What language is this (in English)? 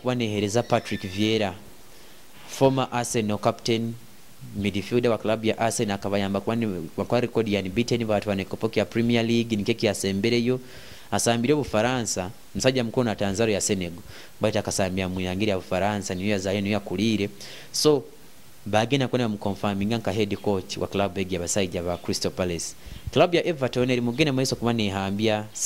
Nyoro